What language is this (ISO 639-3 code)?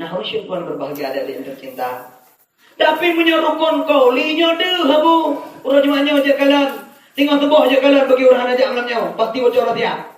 ace